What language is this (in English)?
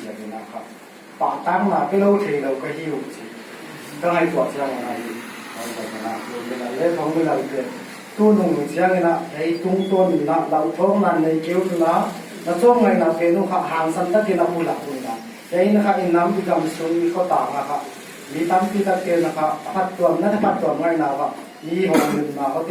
Paite Chin